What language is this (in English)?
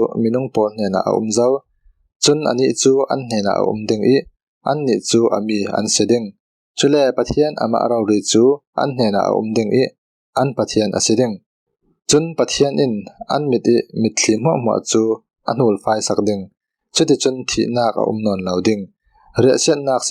Falam Chin